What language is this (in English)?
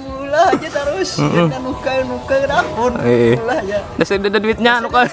Banjar